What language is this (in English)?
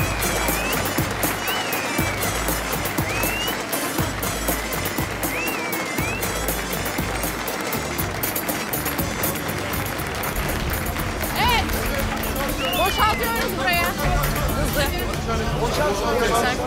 Turkish